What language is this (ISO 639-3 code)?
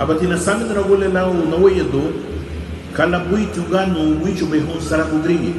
cab